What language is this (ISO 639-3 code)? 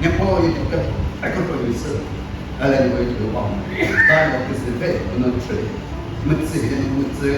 nri